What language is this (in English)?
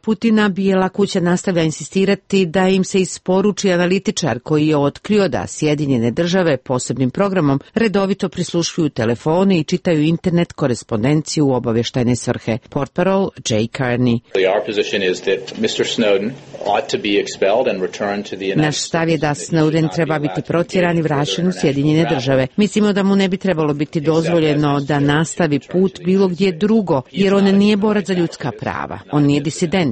Serbian